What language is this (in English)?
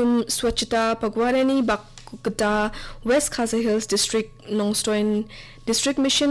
Garo